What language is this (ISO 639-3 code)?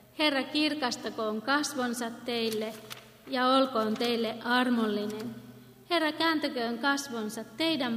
fin